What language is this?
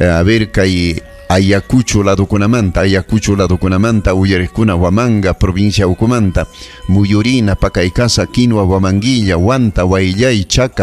Ayacucho Quechua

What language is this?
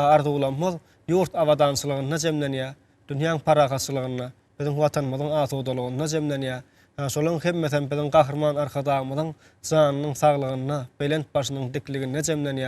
Turkmen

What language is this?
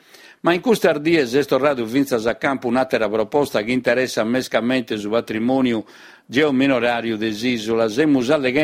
Sardinian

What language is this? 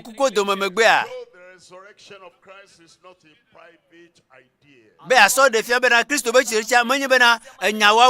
Ewe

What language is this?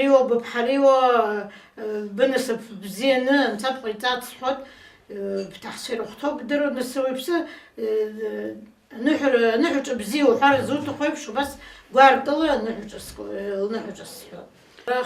Abkhazian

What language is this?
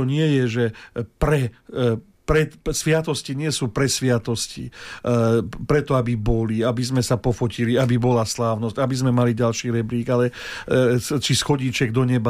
Slovak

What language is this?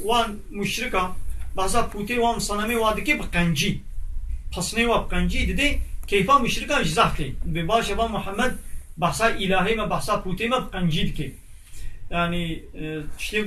Kurdish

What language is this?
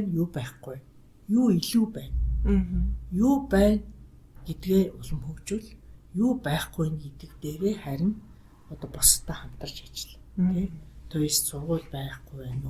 Mongolian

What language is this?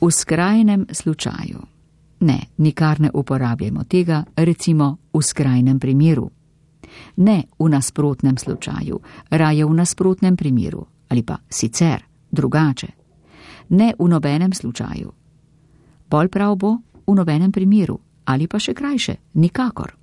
Slovenian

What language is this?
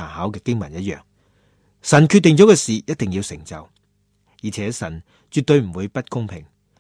Cantonese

